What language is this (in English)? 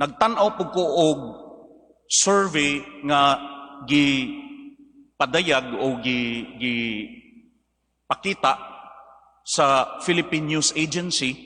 Cebuano